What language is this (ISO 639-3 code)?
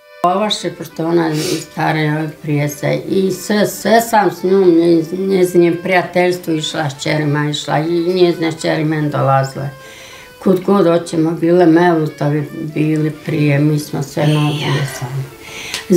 bos